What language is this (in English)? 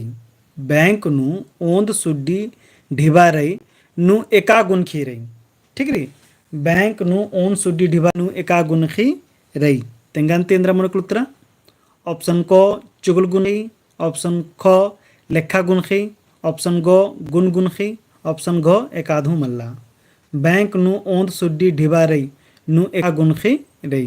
Kurukh